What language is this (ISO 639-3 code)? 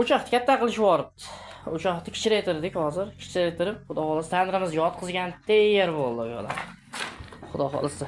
uzb